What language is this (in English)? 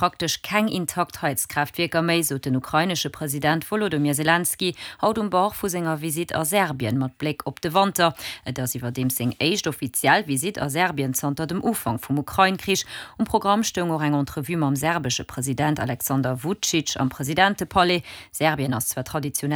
Luxembourgish